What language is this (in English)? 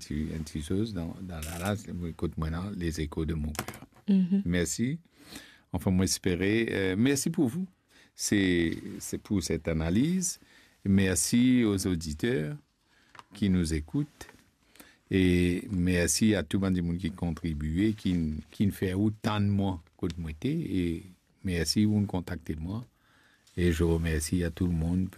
Morisyen